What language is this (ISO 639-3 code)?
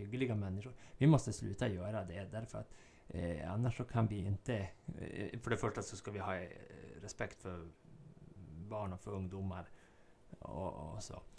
swe